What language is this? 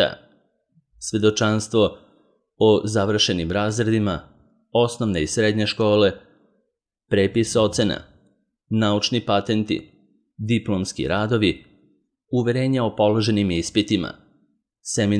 Serbian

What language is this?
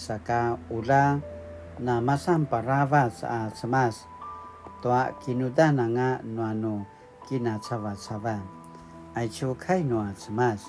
Paiwan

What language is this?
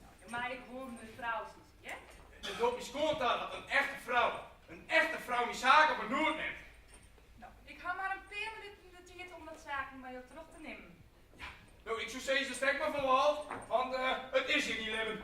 Western Frisian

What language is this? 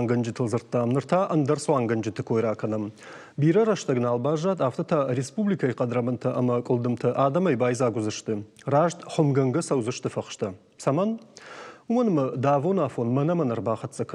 Ossetic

